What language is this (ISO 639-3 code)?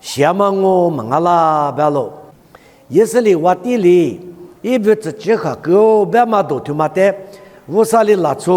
lis